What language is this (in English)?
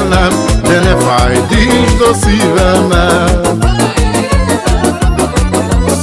Hungarian